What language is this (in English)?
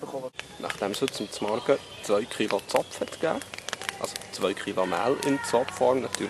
Swiss German